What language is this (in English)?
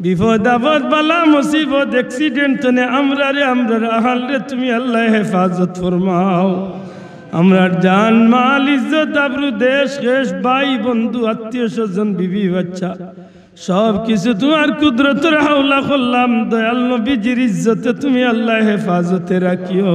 Sylheti